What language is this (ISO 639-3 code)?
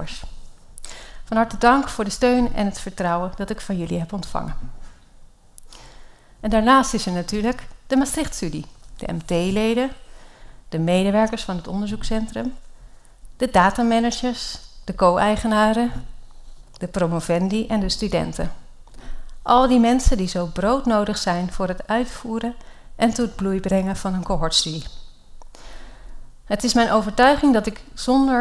nld